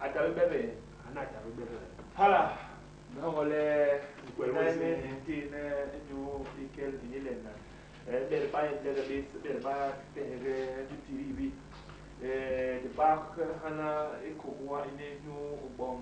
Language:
Basaa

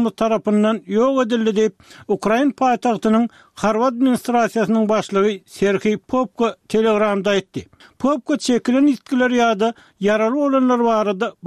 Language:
Turkmen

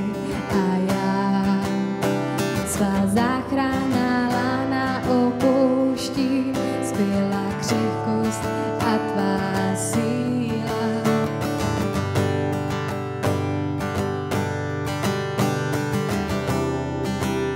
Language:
Czech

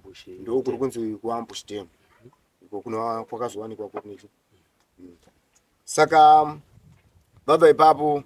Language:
Shona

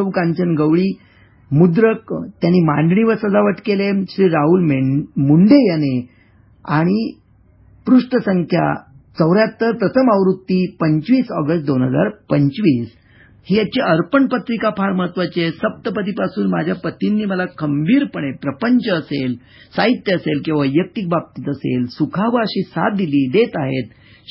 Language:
Marathi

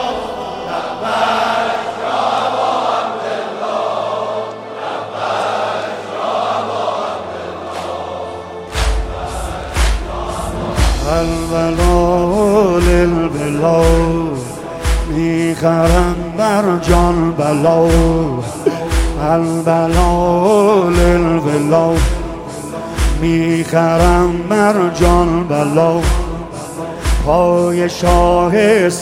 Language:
Persian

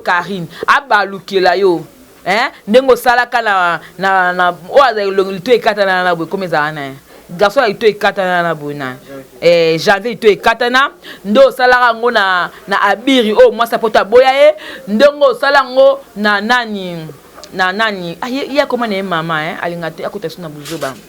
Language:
Lingala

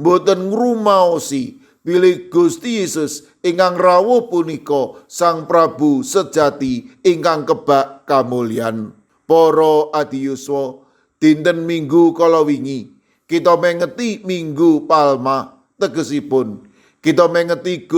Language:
Javanese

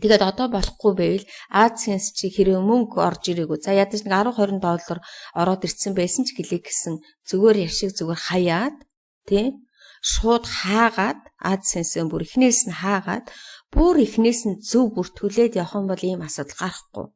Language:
Mongolian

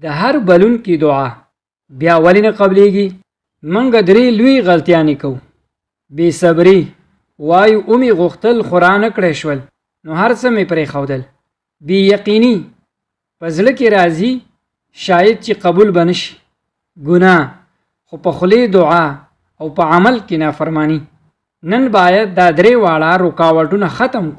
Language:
Pashto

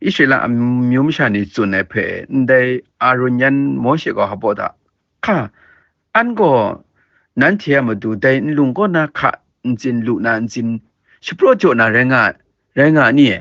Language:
Kachin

